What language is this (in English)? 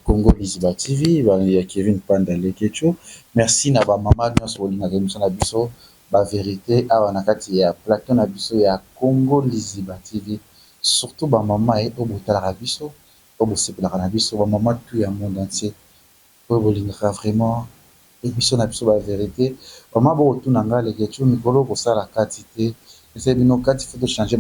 Lingala